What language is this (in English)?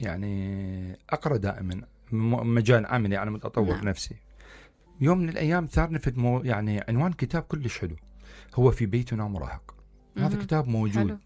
Mesopotamian Arabic